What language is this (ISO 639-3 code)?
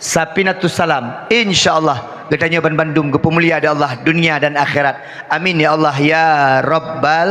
ace